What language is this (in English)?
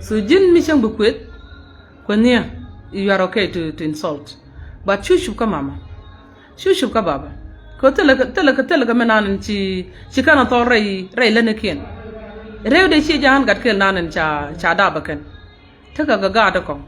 Nuer